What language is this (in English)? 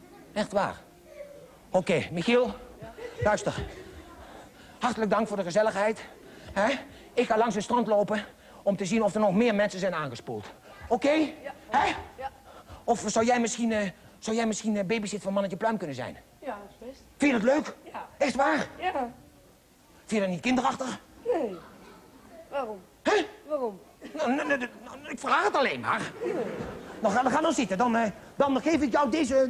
Dutch